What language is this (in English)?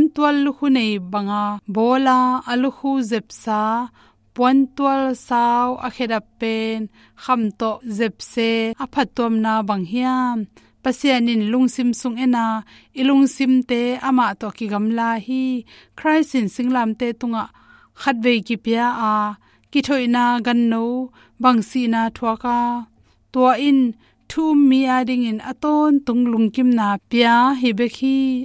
Tedim Chin